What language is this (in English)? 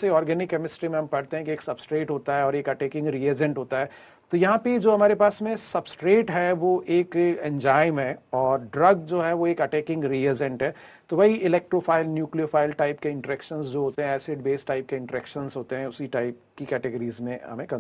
Hindi